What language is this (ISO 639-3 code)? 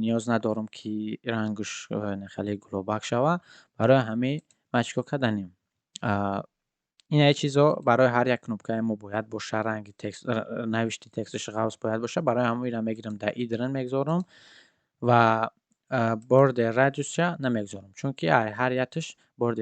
tgk